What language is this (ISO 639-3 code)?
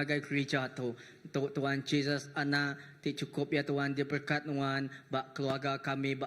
iba